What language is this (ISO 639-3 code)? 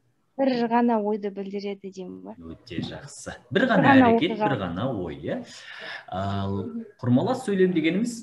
kaz